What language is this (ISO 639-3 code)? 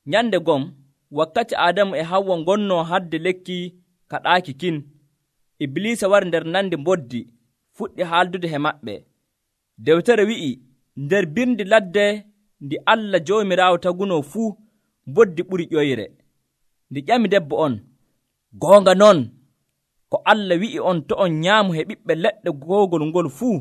fuv